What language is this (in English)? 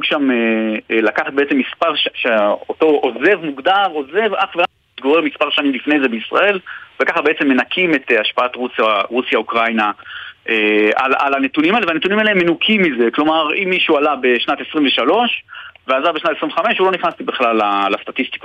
Hebrew